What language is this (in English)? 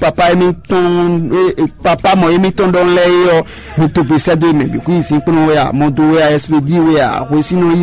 Fon